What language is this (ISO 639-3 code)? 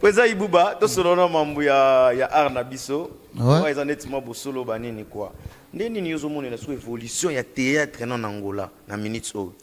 lin